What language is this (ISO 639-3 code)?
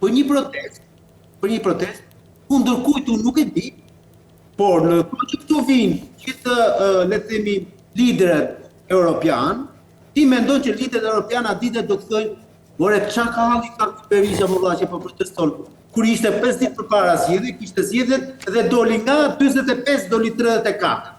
sqi